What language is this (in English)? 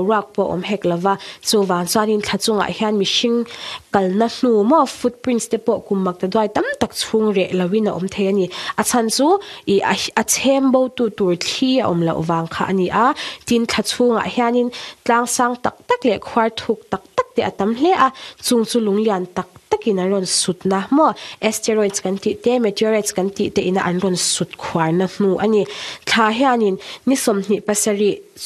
Mizo